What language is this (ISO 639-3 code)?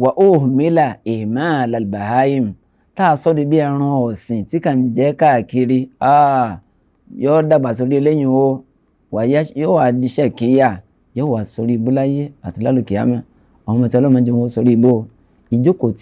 yor